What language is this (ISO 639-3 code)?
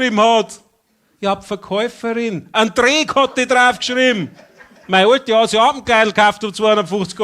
bar